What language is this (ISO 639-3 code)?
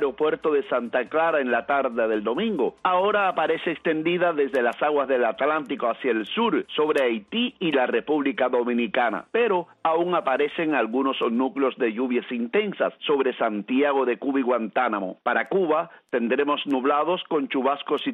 spa